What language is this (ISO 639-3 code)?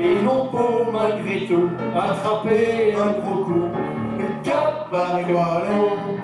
pcd